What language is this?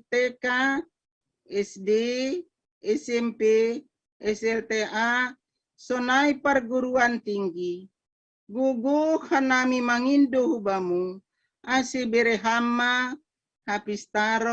Batak Simalungun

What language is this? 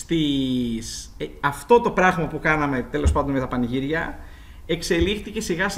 Greek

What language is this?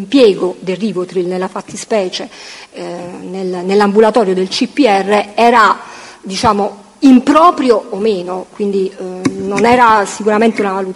Italian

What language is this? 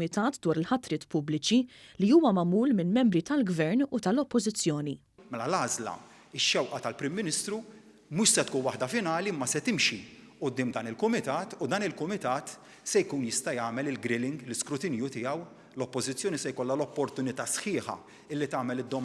Maltese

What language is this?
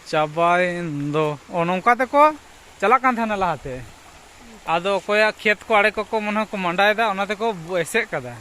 Santali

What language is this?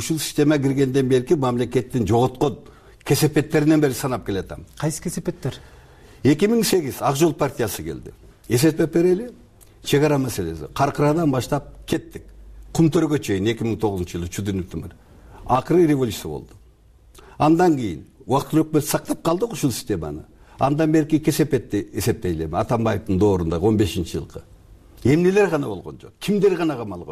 Kyrgyz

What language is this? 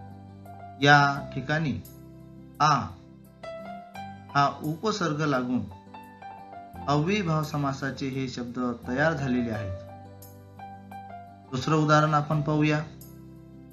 Marathi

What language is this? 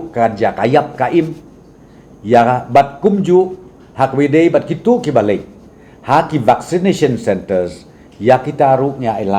Khasi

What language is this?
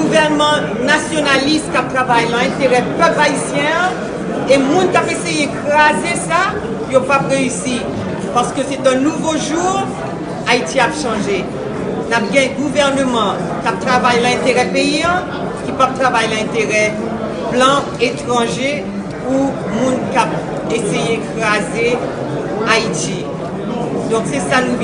Haitian Creole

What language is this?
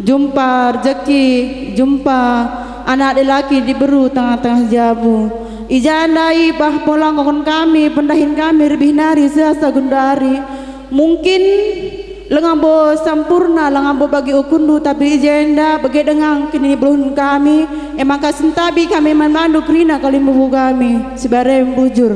Batak Karo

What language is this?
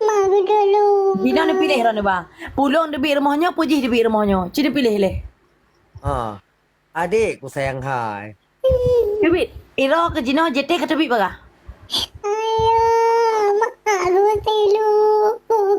Achinese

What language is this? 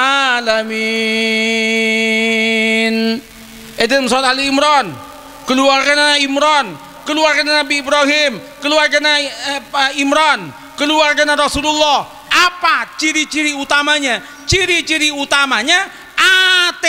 Madurese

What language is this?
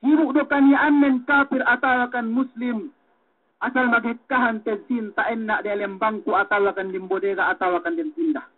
Yakan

